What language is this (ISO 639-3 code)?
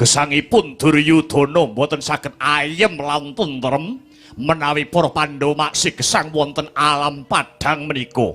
jav